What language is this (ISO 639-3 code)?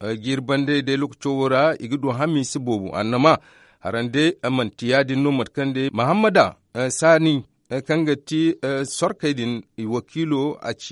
dje